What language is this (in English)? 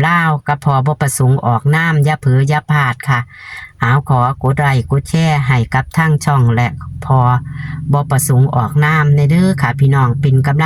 Northeastern Thai